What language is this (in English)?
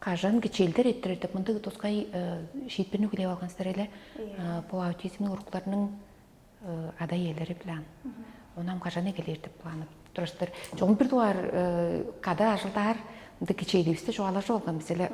Tuvinian